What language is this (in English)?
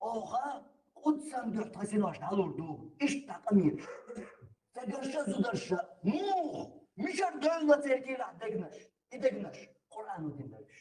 Chechen